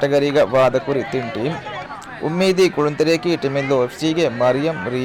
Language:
Divehi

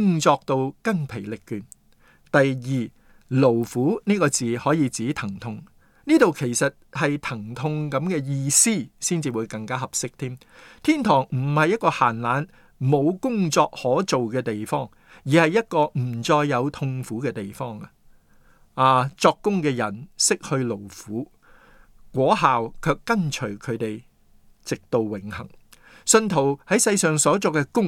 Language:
Cantonese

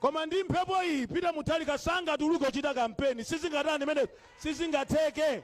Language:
Nyanja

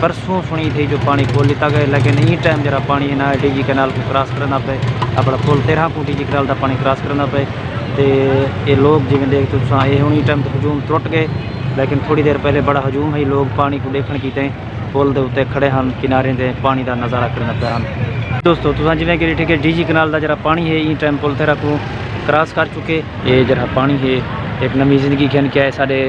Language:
Saraiki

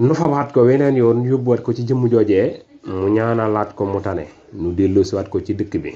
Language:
Wolof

